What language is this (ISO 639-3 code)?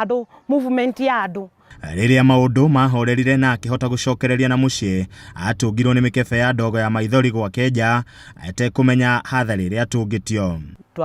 kik